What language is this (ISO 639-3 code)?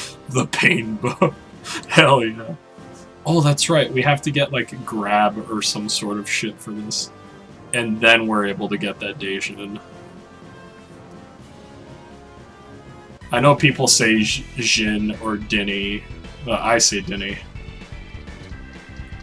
eng